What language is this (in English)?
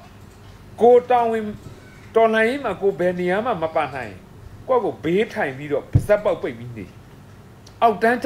Burmese